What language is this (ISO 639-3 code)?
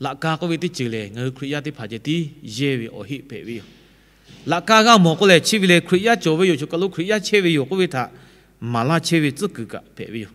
lhu